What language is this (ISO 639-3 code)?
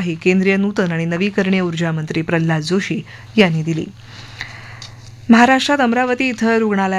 mar